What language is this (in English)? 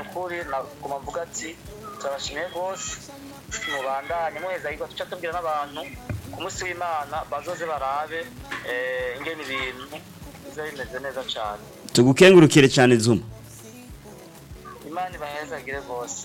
Rundi